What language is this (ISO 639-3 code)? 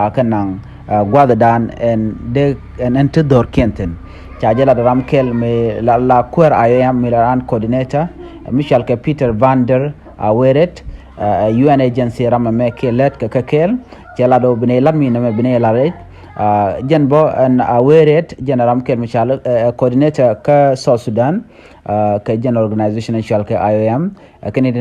nus